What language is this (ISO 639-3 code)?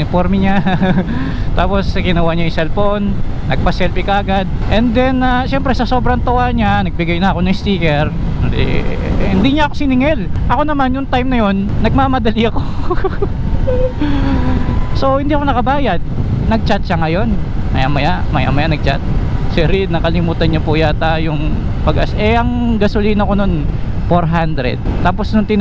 fil